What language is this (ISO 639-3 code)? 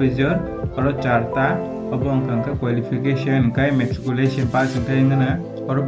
trp